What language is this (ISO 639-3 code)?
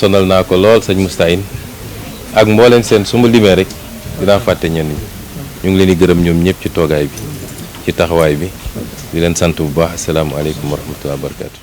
wol